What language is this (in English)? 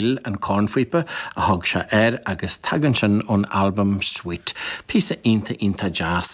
Irish